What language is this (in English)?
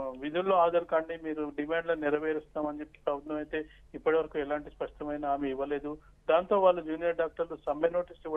Telugu